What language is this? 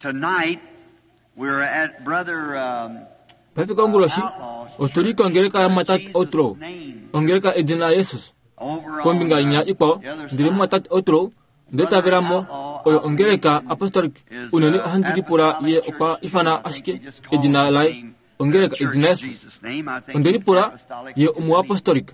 Kuanyama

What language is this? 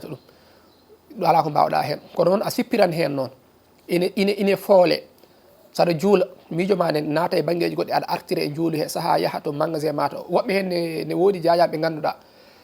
Fula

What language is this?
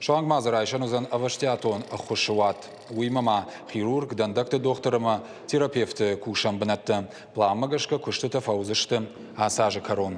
Ossetic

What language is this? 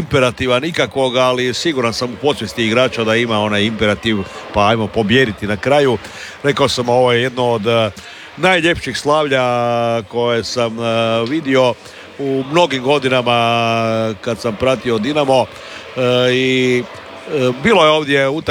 Croatian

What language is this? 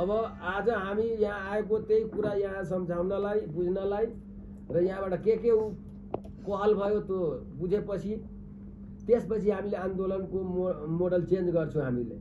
Nepali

